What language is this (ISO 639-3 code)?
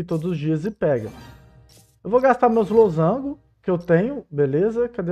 por